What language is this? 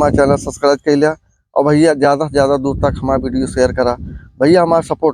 Awadhi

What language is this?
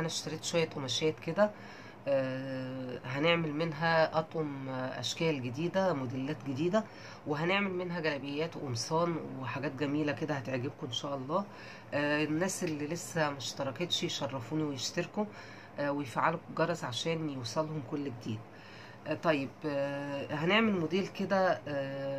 Egyptian Arabic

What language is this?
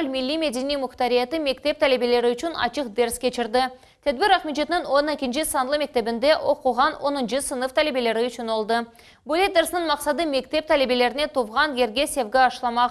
Crimean Tatar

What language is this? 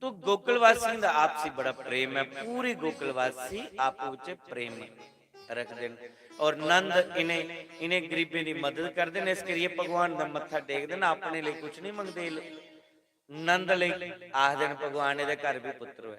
Dogri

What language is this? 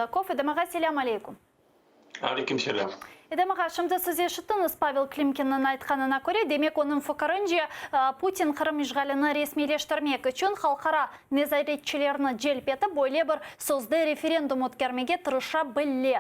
Crimean Tatar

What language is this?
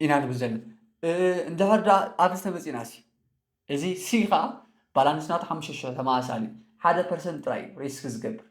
Tigrinya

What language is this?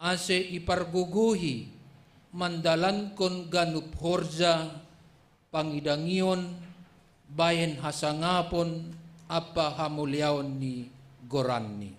Batak Simalungun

